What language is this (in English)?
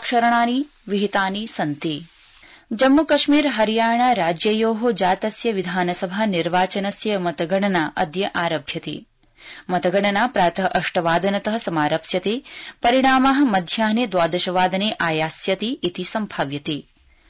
Sanskrit